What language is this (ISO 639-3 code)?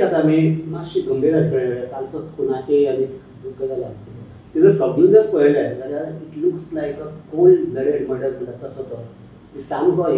kok